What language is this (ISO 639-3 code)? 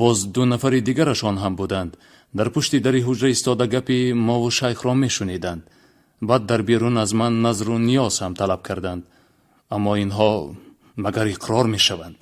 tgk